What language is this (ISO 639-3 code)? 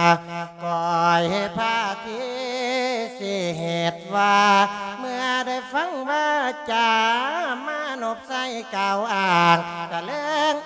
lao